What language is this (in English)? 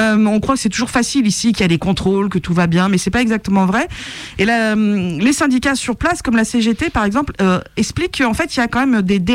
French